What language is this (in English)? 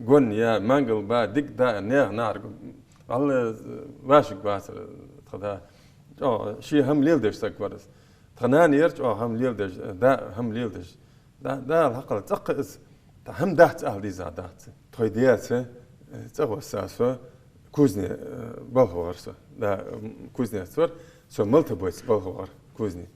Ingush